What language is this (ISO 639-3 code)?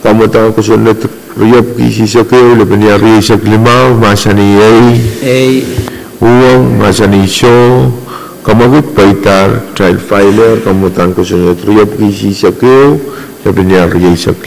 pon